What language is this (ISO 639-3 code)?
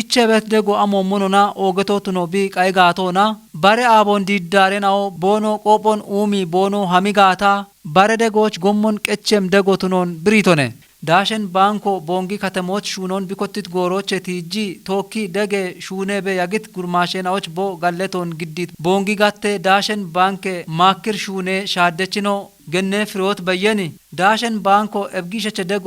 kbr